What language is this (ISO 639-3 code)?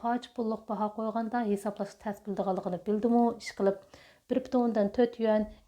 uig